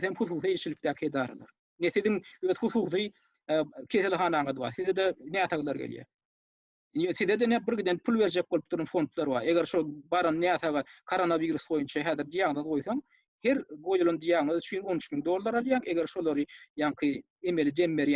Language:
Turkmen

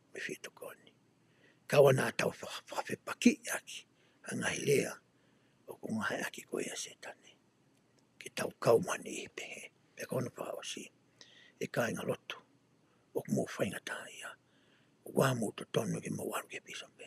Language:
Tongan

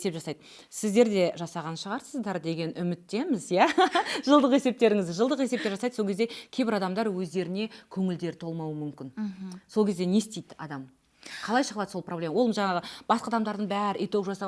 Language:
Kazakh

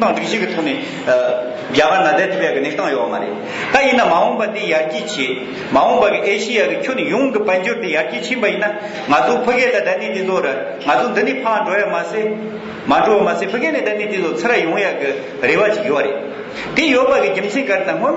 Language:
Tibetan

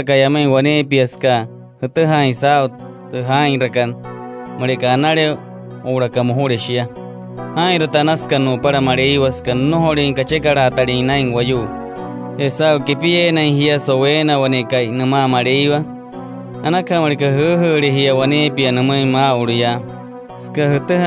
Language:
Wayuu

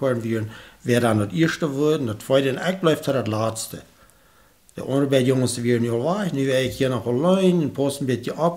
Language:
Plautdietsch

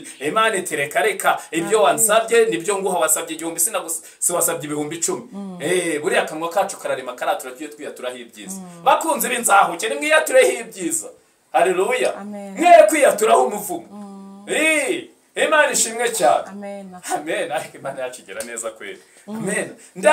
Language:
Kinyarwanda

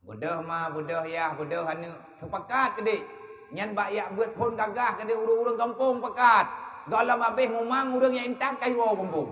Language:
Achinese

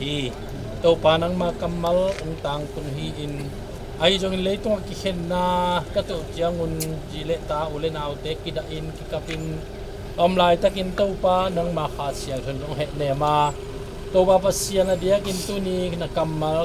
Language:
Tedim Chin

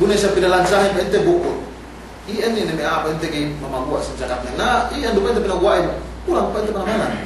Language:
Yakan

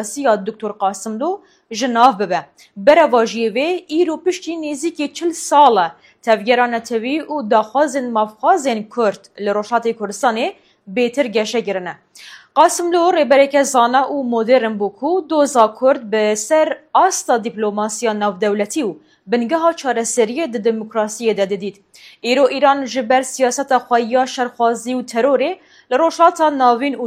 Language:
Kurdish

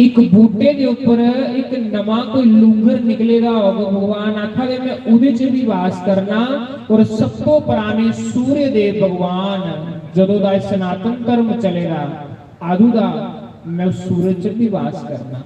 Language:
Dogri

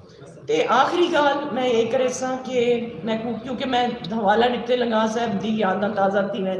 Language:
Saraiki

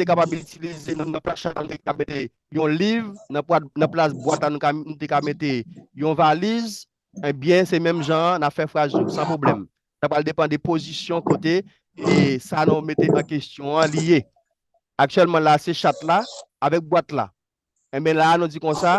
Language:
Haitian Creole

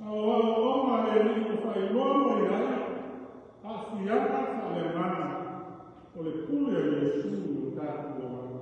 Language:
Samoan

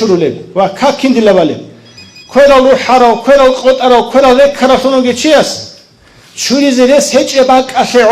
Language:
Avaric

